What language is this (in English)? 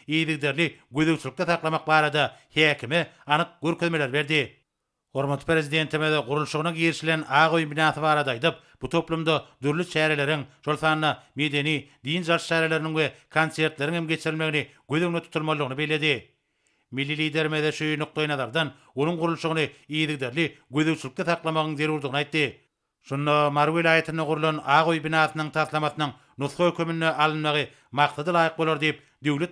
Turkmen